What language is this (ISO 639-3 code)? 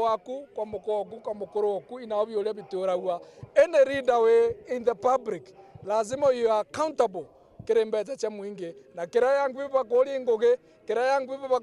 mer